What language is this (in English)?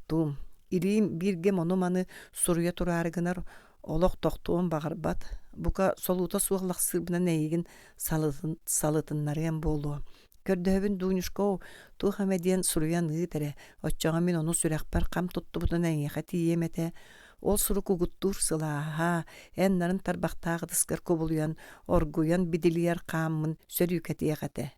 Yakut